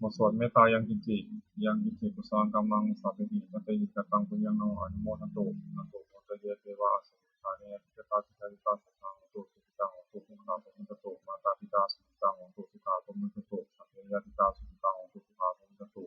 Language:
Pali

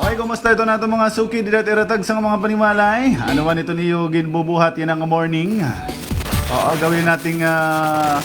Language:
Waray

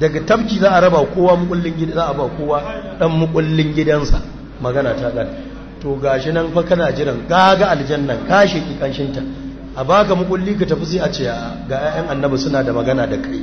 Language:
Hausa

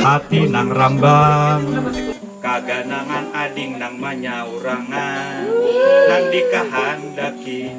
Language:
Banjar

